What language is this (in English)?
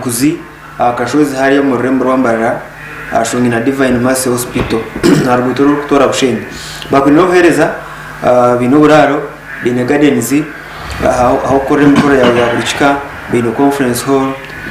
Nyankole